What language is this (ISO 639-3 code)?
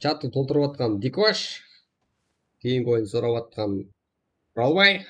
kaa